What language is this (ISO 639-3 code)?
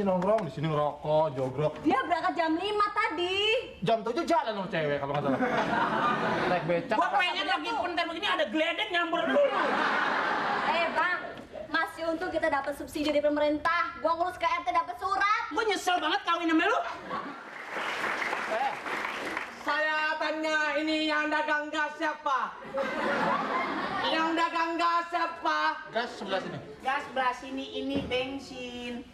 ind